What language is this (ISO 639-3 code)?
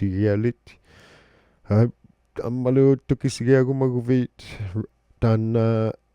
iku